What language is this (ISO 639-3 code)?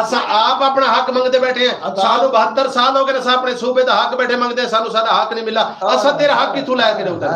skr